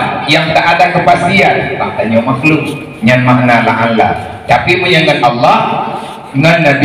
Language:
Achinese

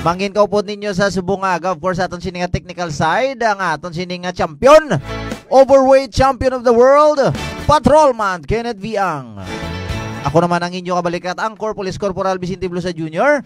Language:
Hiligaynon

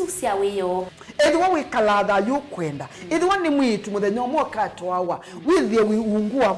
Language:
Kamba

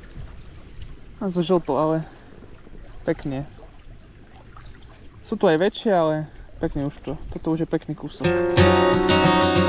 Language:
Slovak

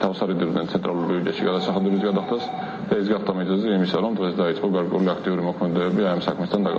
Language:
Georgian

